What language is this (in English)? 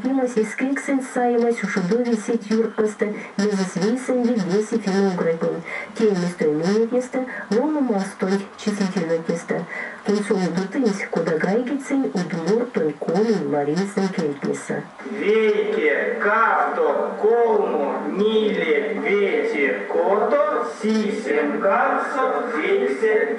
Erzya